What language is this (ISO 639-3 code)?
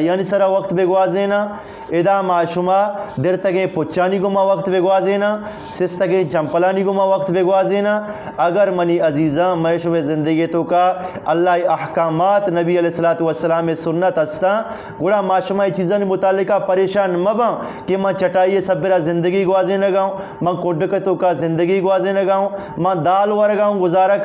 bgp